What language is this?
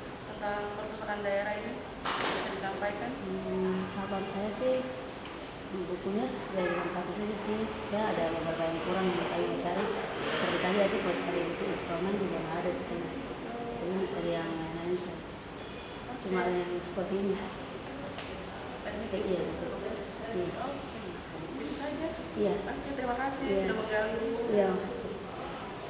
Indonesian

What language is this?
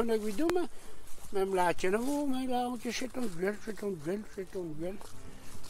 Breton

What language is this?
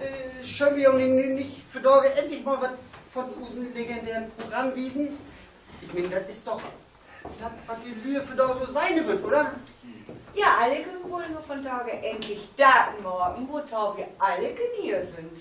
Low German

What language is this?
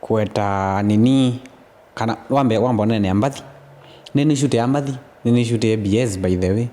Kamba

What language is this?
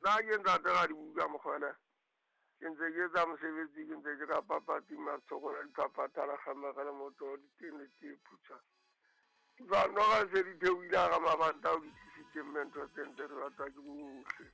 Southern Sotho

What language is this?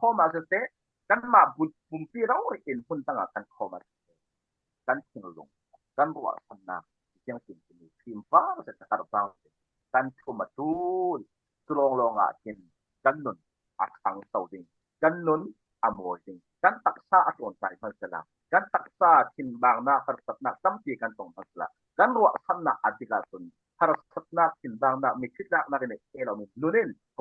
Falam Chin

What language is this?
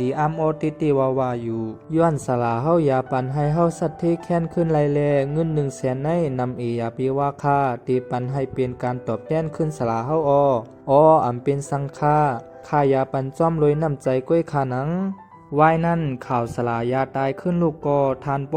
Shan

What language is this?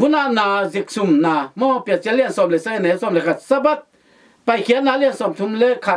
Tedim Chin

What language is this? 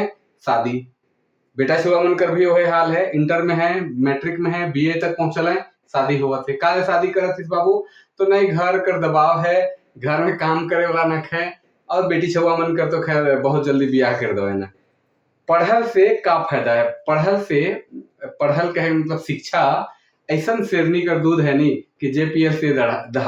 Sadri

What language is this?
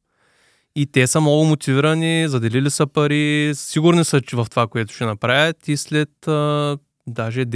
Bulgarian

